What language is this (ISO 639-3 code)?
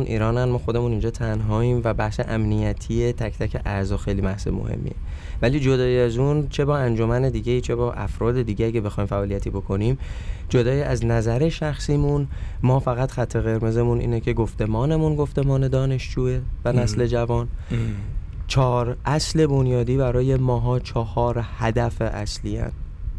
fas